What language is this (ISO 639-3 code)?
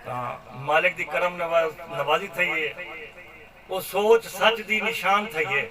skr